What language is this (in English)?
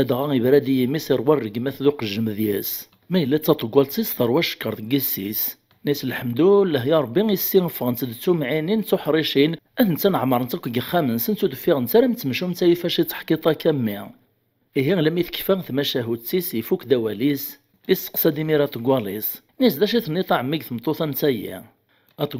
Kabyle